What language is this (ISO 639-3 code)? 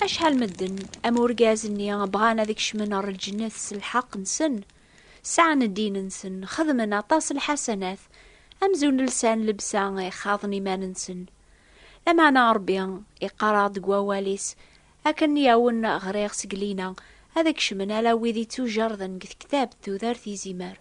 kab